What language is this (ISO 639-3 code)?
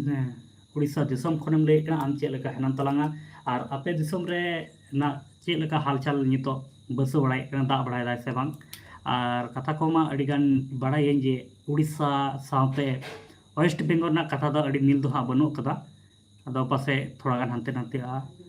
sat